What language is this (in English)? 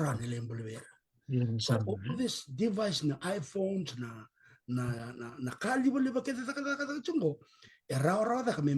Fijian